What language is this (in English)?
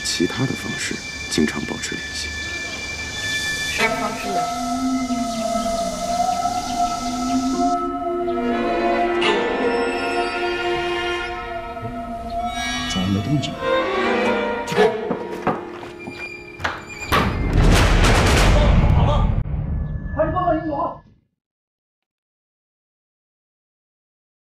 Chinese